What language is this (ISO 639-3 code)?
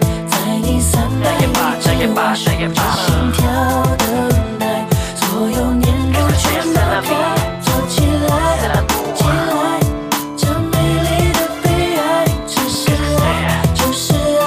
zho